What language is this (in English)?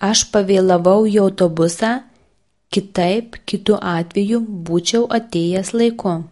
Lithuanian